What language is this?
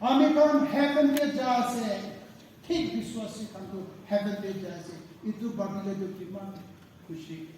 Naga Pidgin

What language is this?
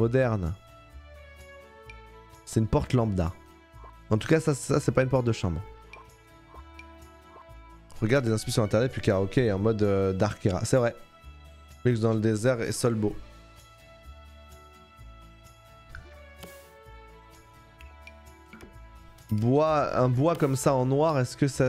French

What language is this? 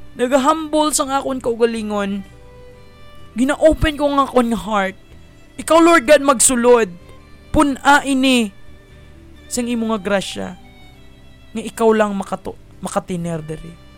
Hiligaynon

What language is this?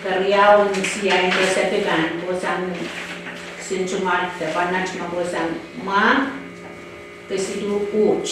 Pohnpeian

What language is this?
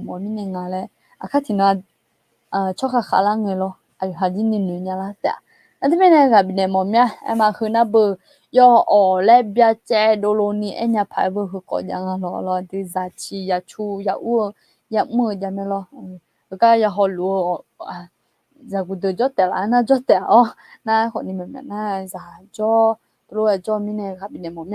Akha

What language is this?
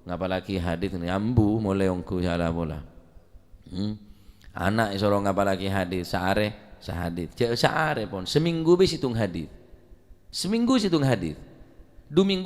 Madurese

